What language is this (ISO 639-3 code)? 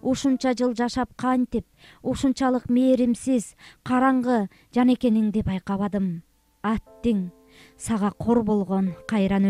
kir